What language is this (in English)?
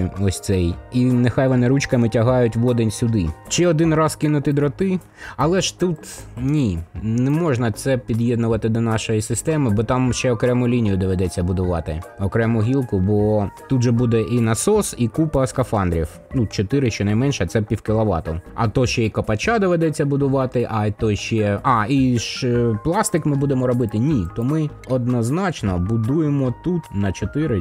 Ukrainian